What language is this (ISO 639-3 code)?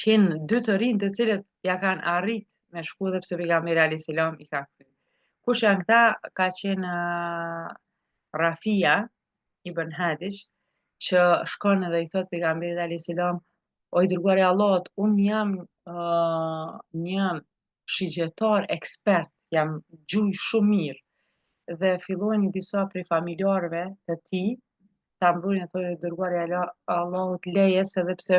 sqi